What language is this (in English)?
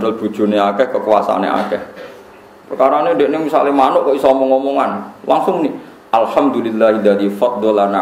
Javanese